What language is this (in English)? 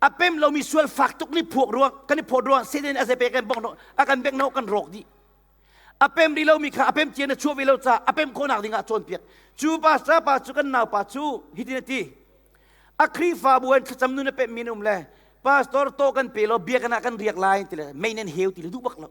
Hakha Chin